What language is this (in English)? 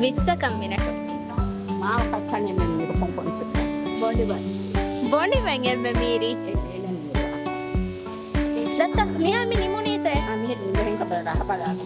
Divehi